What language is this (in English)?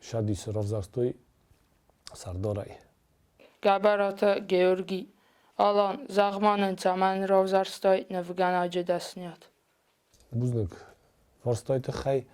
Ossetic